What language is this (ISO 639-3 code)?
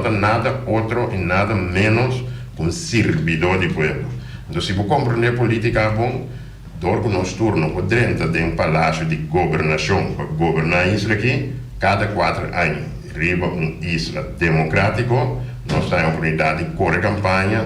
pap